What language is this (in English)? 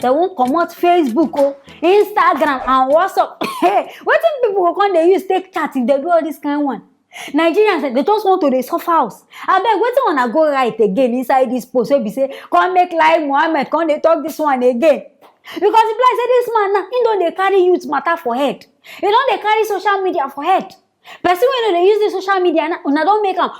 Nigerian Pidgin